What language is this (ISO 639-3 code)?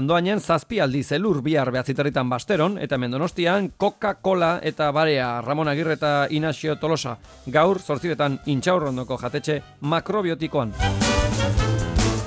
eus